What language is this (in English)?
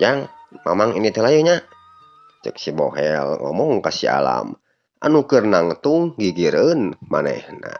Sundanese